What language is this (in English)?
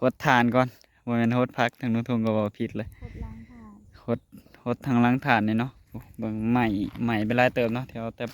Northeastern Thai